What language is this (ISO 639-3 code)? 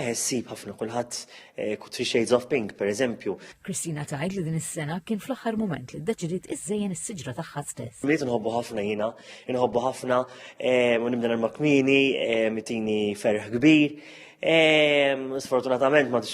mlt